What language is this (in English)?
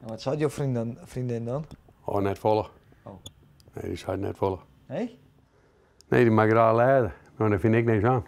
Western Frisian